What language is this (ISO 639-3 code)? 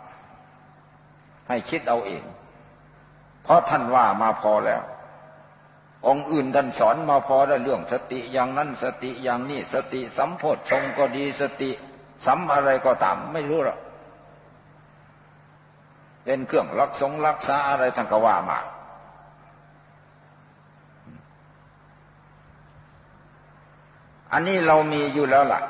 tha